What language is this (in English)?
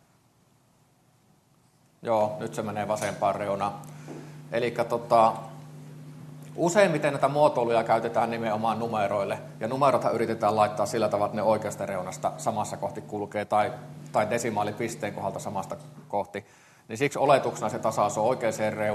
Finnish